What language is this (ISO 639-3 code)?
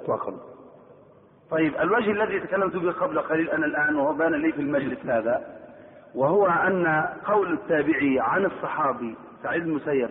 ara